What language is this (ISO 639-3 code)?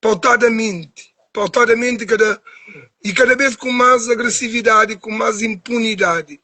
kea